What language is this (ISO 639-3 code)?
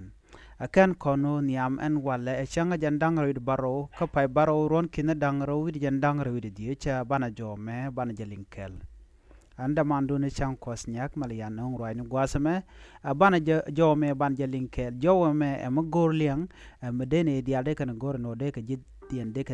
nus